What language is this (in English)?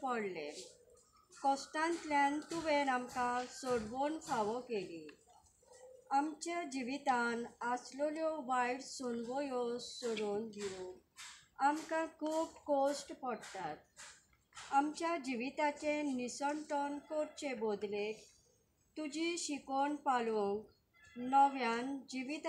Konkani